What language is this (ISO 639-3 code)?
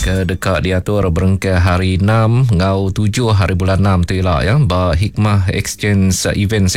iba